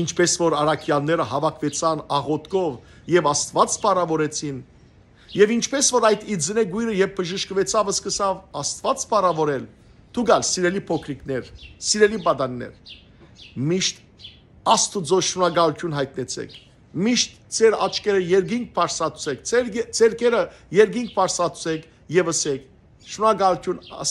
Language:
Western Armenian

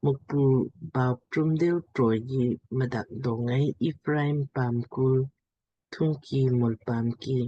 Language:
Lamkang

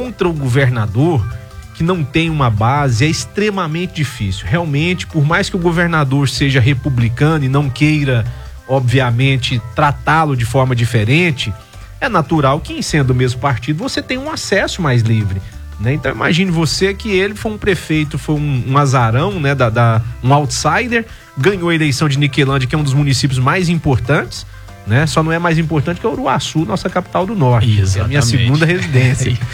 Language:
Portuguese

